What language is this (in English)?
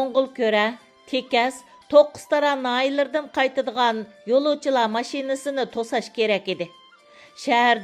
Uyghur